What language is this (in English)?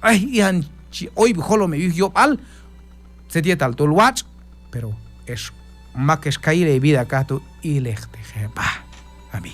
Q'anjob'al